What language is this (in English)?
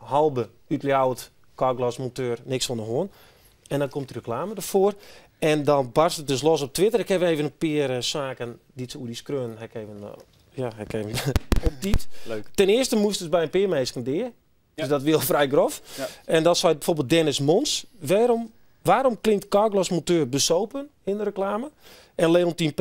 Western Frisian